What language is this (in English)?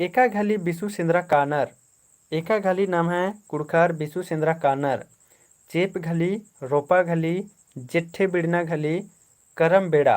Kurukh